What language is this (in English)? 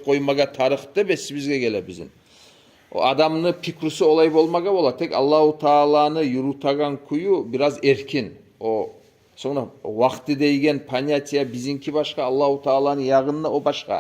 Kumyk